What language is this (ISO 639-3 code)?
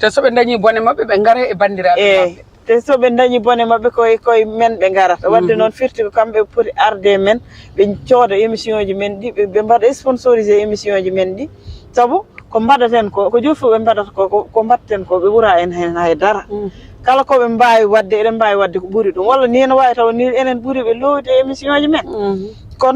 ful